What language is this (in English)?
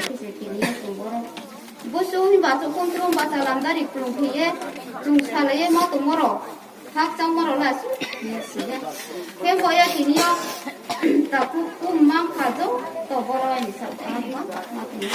Riang (India)